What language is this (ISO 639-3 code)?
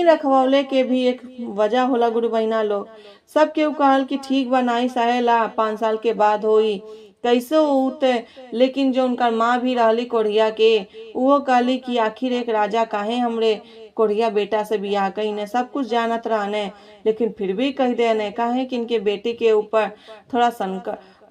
bho